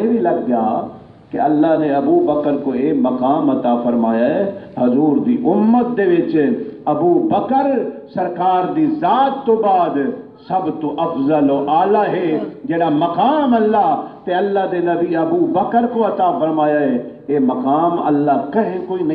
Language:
Saraiki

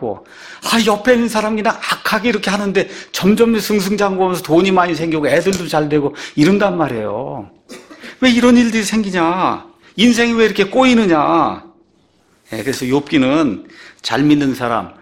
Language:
Korean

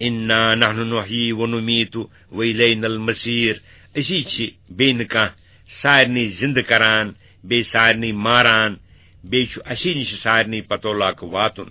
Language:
Kashmiri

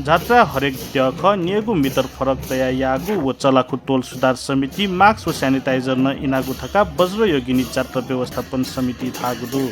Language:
Newari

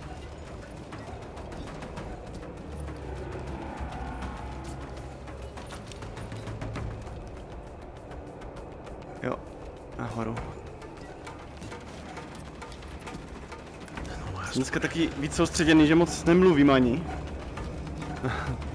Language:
Czech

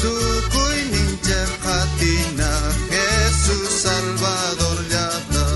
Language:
South Bolivian Quechua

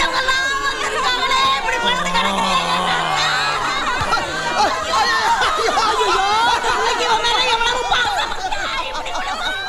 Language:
Tamil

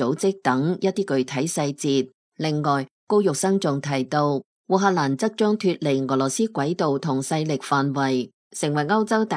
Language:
Cantonese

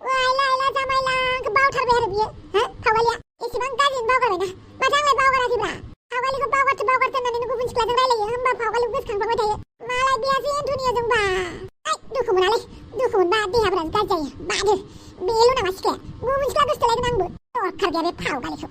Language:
Bodo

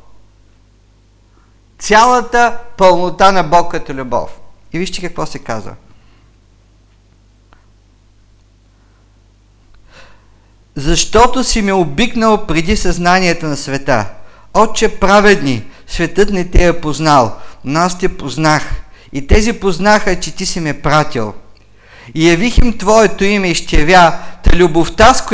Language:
Bulgarian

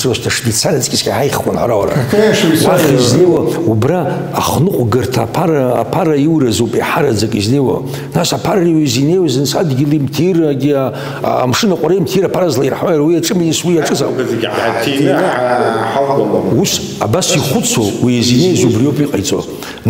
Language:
Abkhazian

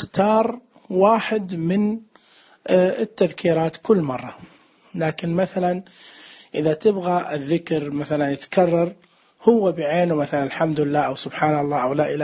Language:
Najdi Arabic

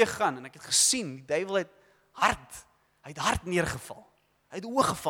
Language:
Afrikaans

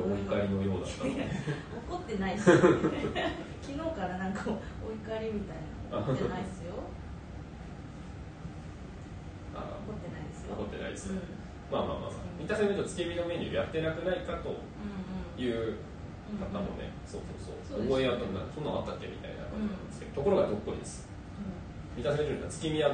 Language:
Japanese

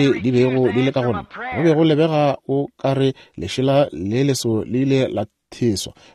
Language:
Northern Sotho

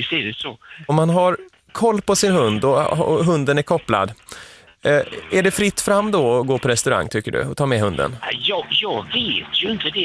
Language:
Swedish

